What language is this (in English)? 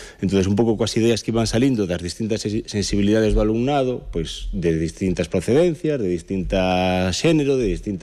Galician